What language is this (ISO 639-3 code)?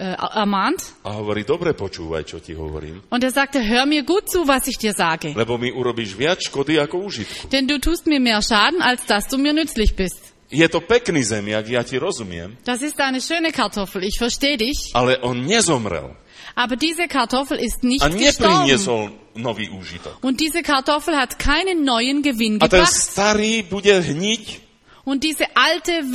slk